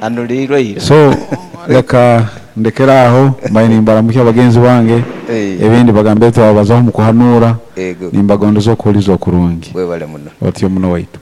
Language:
Nyoro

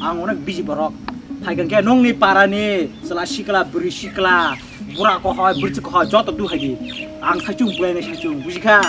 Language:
Kok Borok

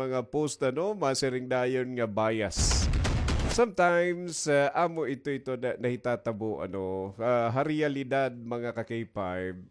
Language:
Waray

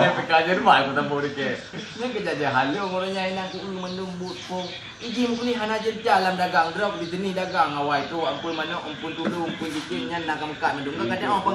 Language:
Achinese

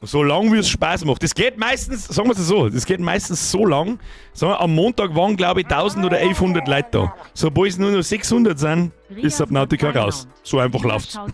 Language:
Bavarian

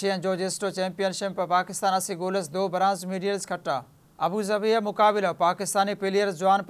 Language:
Brahui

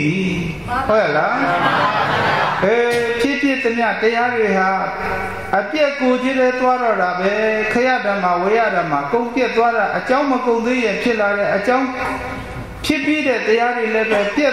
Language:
Burmese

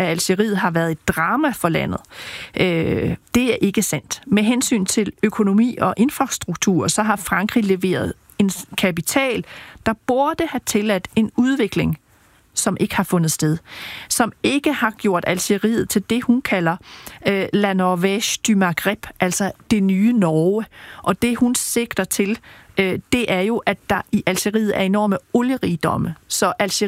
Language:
Danish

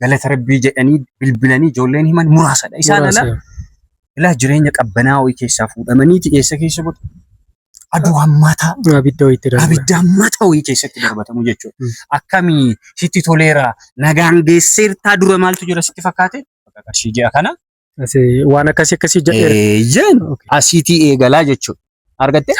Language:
Oromo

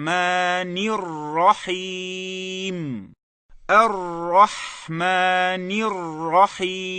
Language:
Chechen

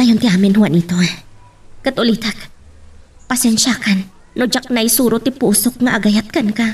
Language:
Iloko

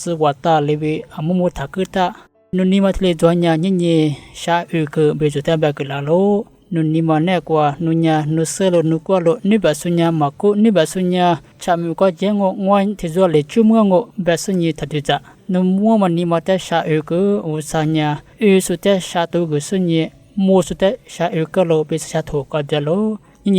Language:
Lisu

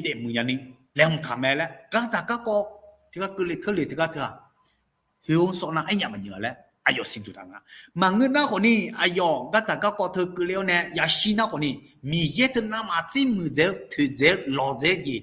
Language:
Akha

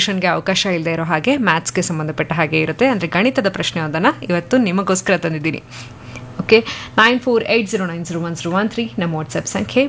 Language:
Kannada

